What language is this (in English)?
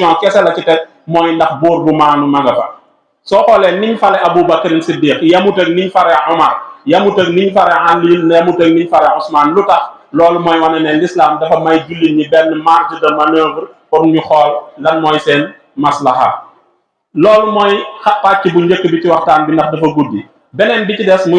Wolof